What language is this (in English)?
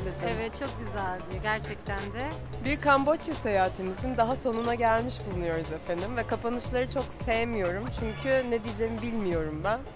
Turkish